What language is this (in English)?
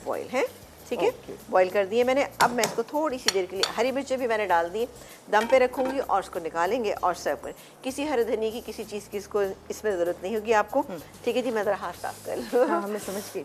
Hindi